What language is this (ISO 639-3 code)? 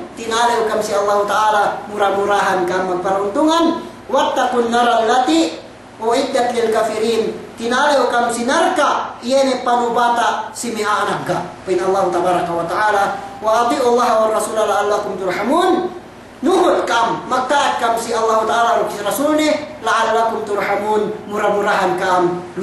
yka